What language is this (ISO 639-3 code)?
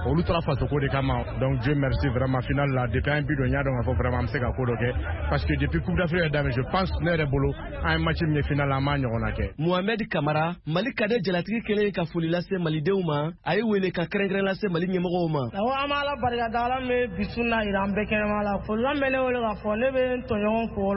bam